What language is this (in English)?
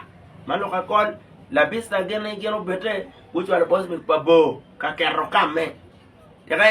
Acoli